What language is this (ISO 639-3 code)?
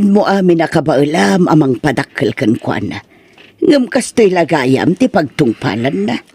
ilo